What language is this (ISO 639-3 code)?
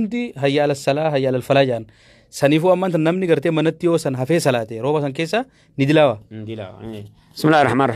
orm